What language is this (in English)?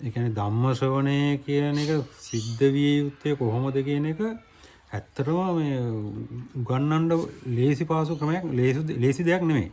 Sinhala